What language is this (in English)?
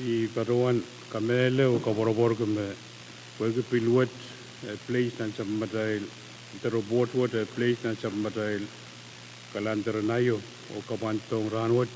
Pohnpeian